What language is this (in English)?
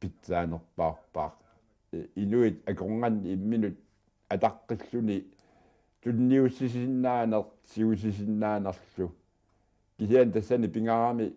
Kalaallisut